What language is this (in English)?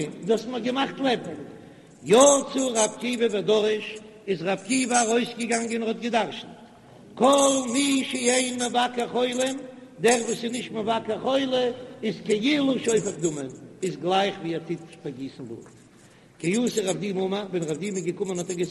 Yiddish